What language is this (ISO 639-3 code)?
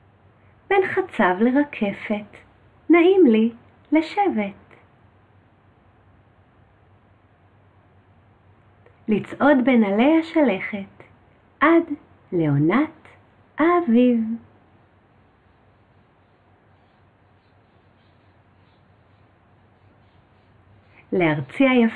heb